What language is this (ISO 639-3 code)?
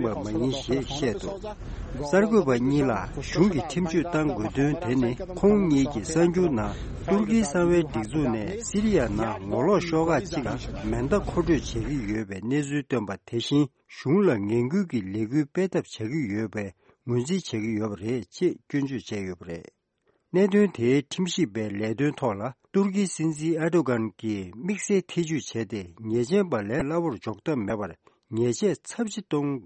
bod